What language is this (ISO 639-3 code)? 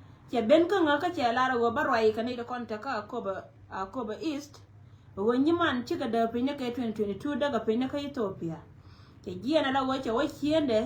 nus